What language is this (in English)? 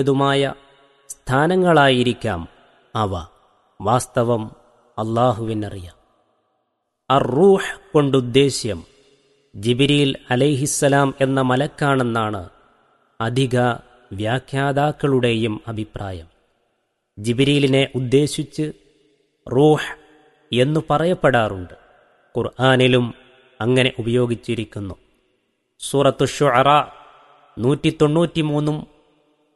Malayalam